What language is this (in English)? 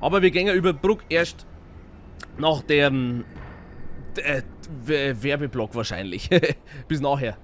Bavarian